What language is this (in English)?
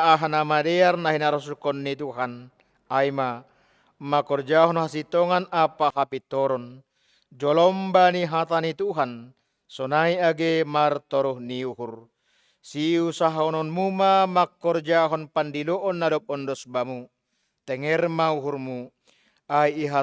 Batak Simalungun